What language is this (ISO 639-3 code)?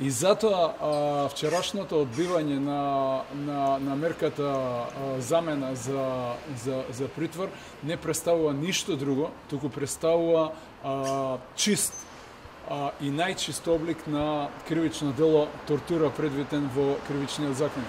mkd